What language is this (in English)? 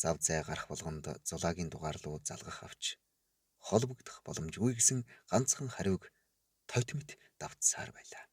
Mongolian